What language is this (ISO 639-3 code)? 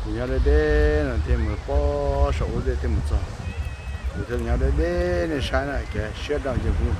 hmn